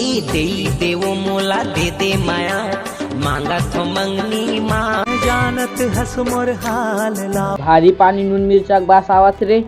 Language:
Chhattisgarhi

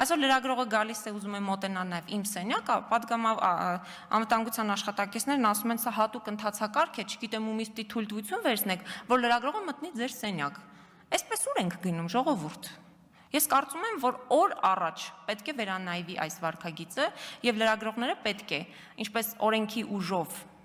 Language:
Armenian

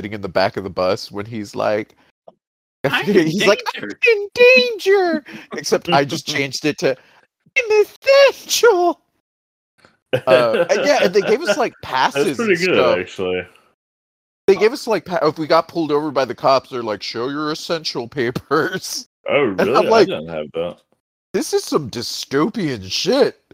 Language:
English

